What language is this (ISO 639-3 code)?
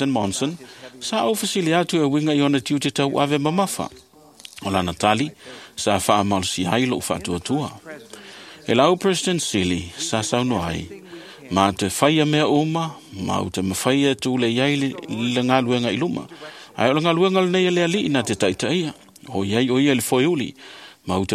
smo